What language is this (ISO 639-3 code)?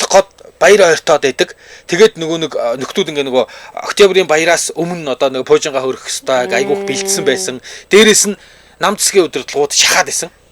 mon